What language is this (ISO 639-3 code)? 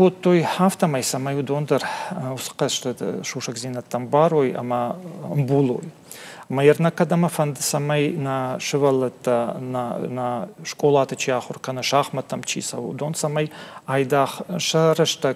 oss